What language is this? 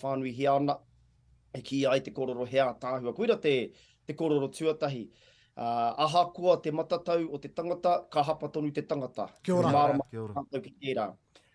Māori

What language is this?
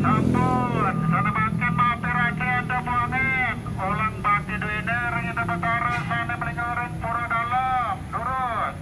Balinese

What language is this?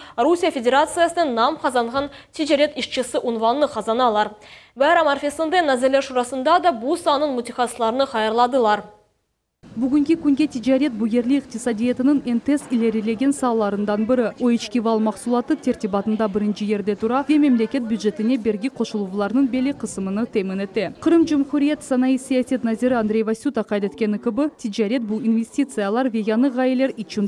Crimean Tatar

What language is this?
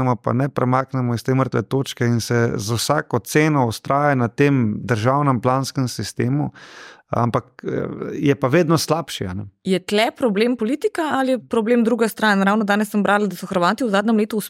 Slovenian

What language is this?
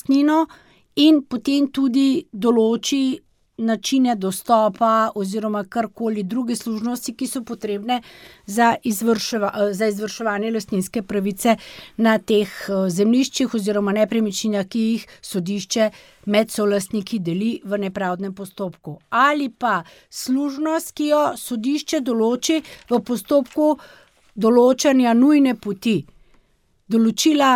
Slovenian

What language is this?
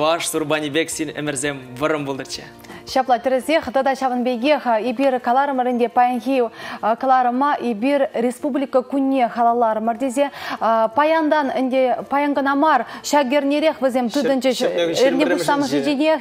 Chuvash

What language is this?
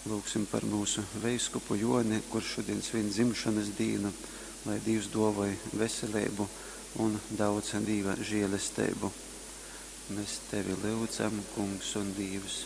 Latgalian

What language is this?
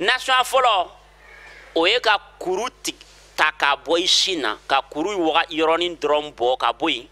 Bambara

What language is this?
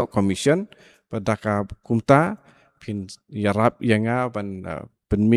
Khasi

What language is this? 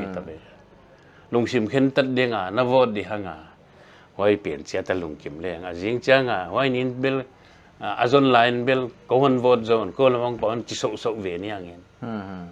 Paite Chin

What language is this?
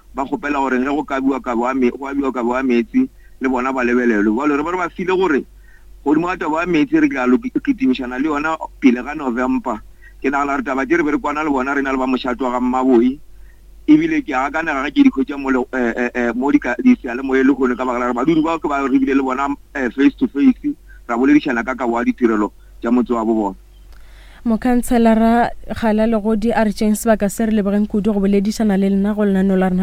Northern Sotho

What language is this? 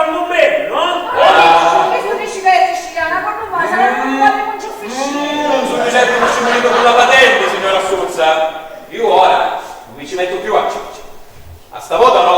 Sicilian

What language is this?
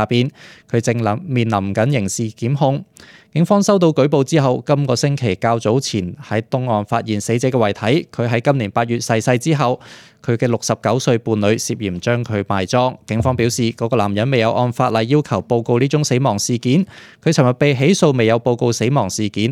Cantonese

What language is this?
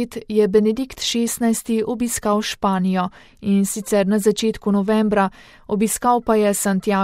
Slovenian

